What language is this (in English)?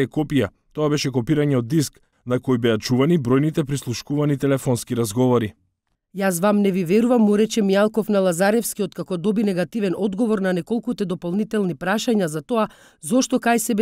Macedonian